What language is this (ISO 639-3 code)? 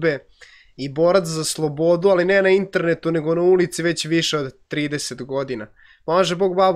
srp